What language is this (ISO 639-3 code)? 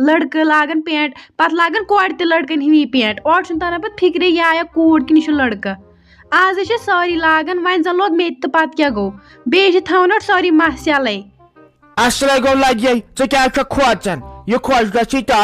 kas